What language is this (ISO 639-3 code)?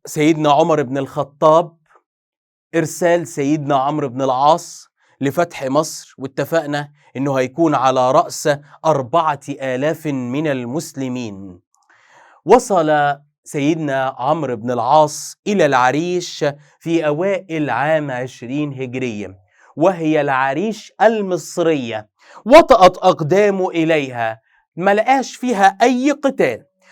arz